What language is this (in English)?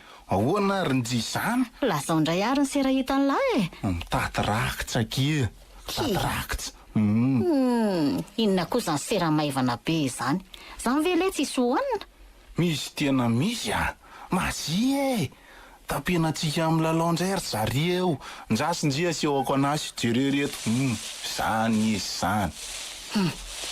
Malagasy